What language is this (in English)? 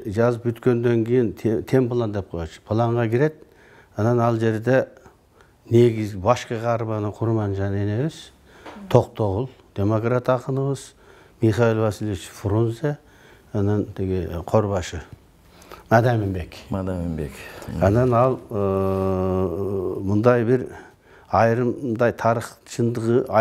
Kyrgyz